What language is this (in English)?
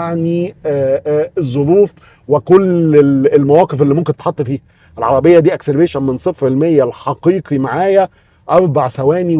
Egyptian Arabic